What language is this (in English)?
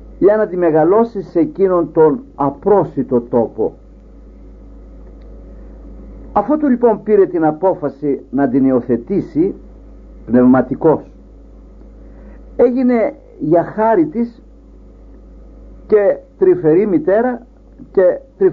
Greek